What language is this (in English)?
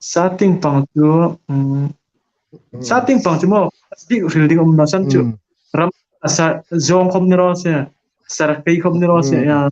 Hmar